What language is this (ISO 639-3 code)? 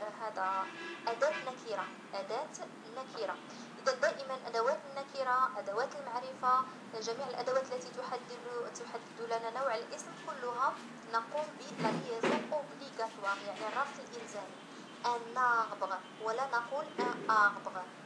ara